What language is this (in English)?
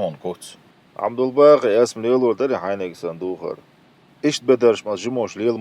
Chechen